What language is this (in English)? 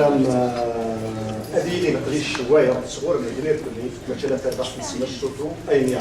Kabyle